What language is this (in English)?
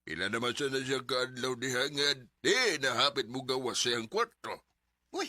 Cebuano